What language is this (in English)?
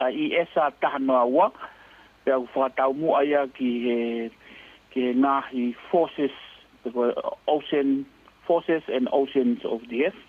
Tongan